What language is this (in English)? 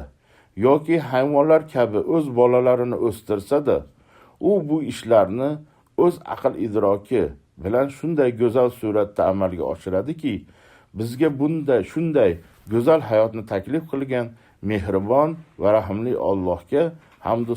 Uzbek